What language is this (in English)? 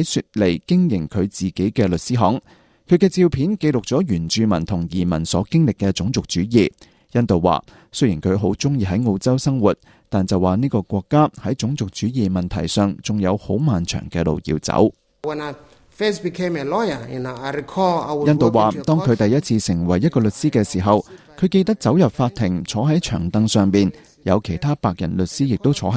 Cantonese